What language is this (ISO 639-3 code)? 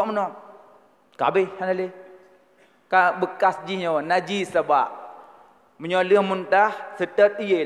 ace